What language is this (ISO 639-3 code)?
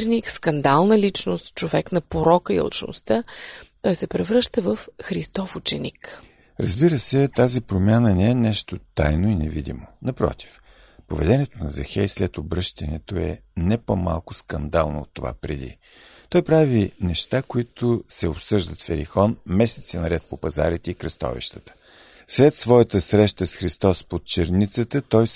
bul